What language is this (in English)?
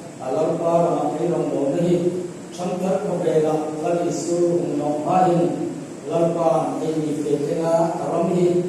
Hmar